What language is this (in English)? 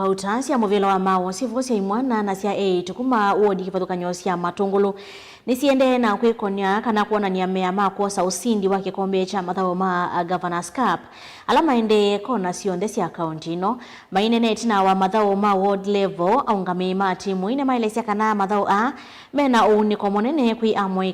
Kamba